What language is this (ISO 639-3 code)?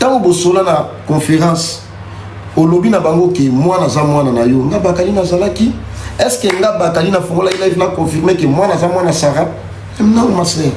lin